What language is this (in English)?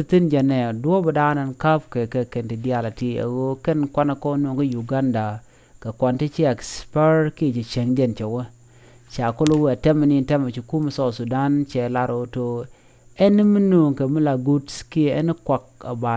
Nuer